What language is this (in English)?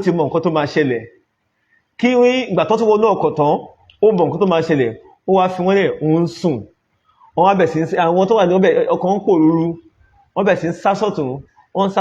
Yoruba